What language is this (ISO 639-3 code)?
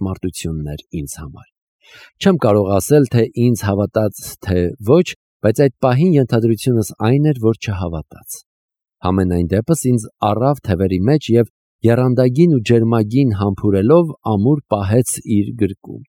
hye